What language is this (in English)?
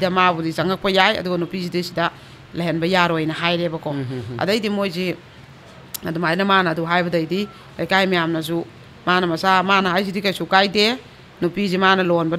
Manipuri